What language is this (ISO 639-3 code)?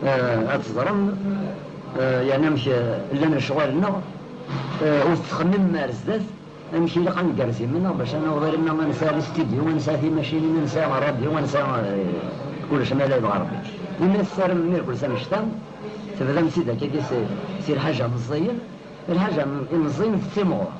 kab